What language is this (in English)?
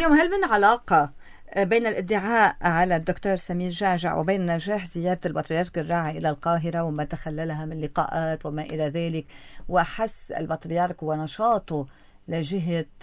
North Levantine Arabic